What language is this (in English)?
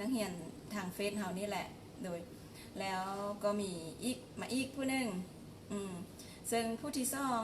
Lao